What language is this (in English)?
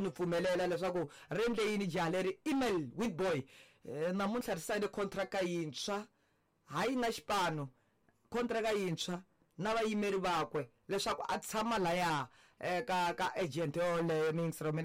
Tsonga